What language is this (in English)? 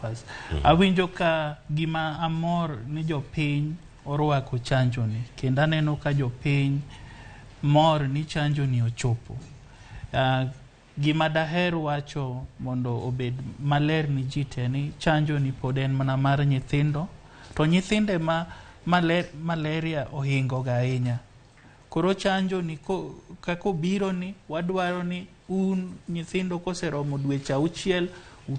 Luo (Kenya and Tanzania)